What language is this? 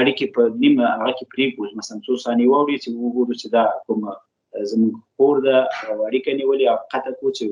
Pashto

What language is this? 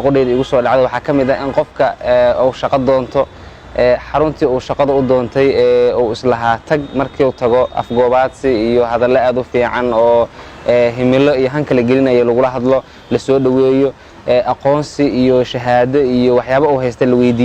Somali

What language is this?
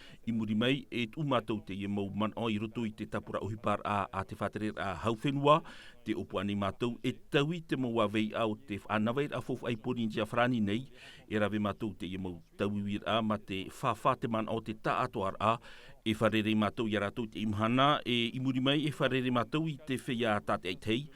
Tahitian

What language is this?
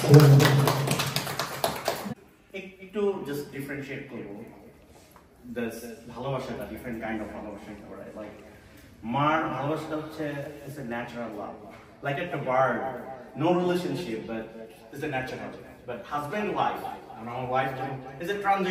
Bangla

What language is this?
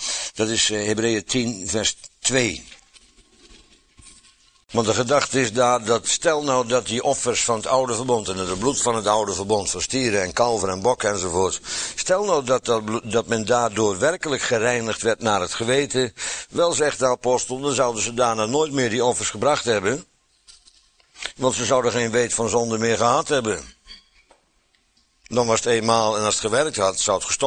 Dutch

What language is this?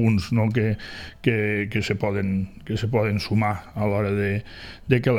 Catalan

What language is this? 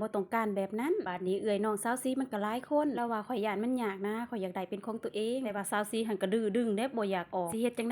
Lao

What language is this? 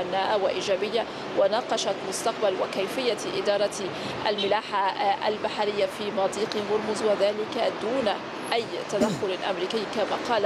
Arabic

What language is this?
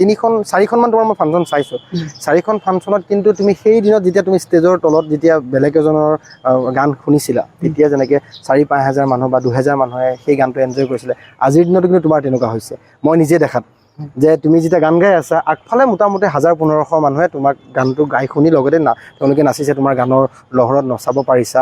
Assamese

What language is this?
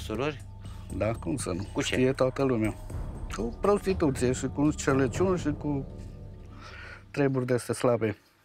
Romanian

